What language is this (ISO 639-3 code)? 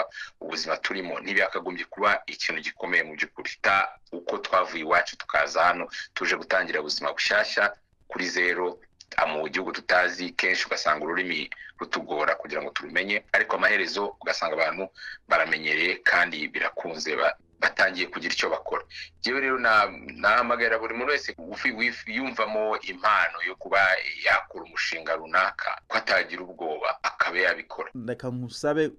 kin